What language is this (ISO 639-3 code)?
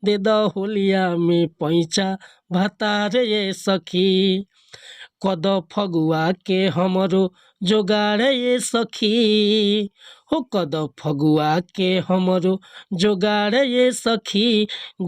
bho